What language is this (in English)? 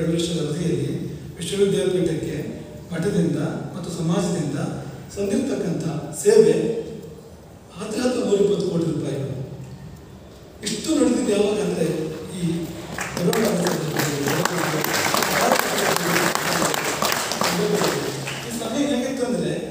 Kannada